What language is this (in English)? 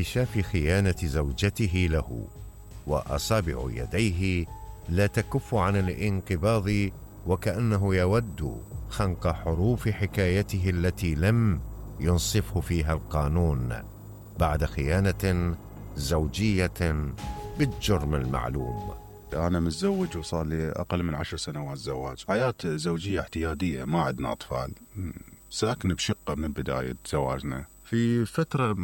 Mesopotamian Arabic